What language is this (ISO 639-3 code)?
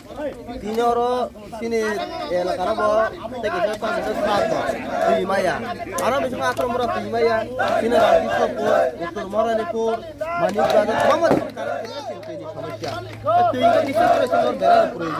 trp